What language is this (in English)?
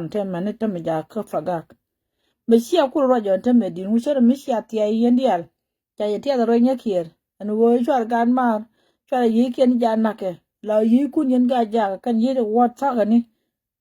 Nuer